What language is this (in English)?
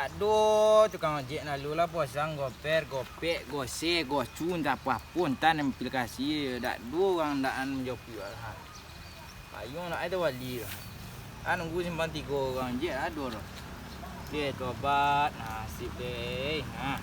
Minangkabau